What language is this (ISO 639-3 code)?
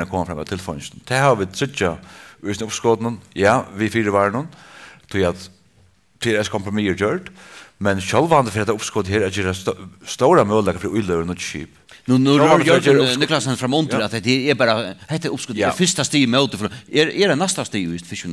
fao